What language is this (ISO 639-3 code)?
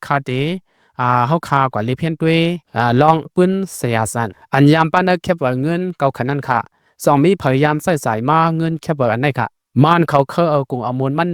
shn